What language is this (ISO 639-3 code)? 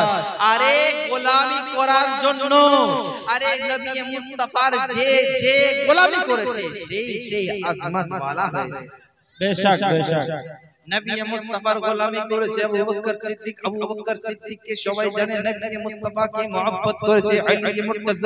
ben